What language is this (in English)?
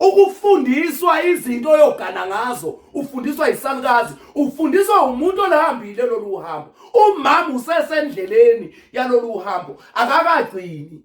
Zulu